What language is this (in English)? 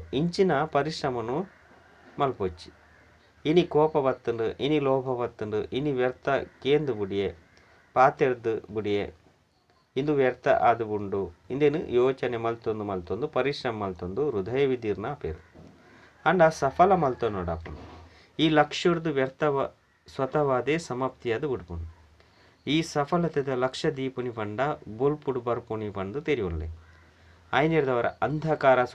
Tulu